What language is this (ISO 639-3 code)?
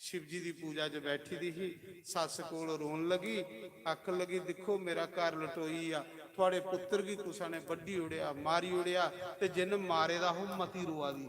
doi